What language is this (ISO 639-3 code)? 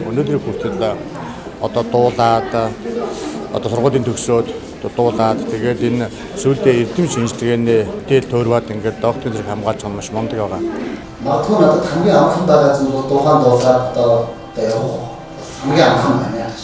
mon